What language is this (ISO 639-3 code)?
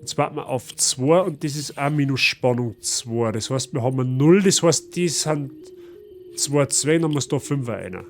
bar